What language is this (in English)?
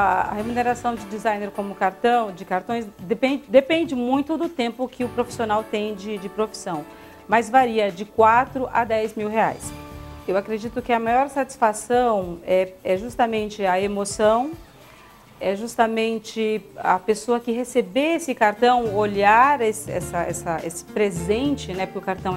Portuguese